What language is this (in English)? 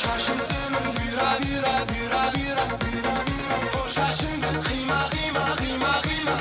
Kara-Kalpak